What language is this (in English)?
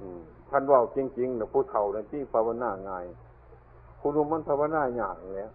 Northeastern Thai